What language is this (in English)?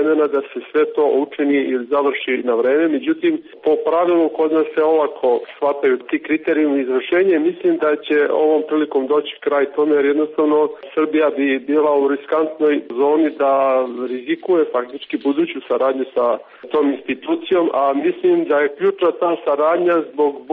Serbian